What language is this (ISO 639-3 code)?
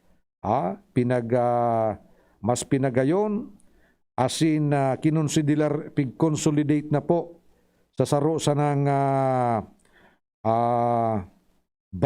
bik